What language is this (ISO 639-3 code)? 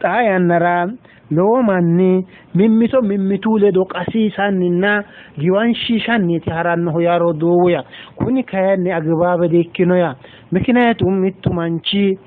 sid